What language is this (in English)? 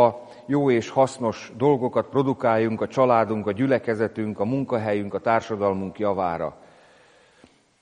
Hungarian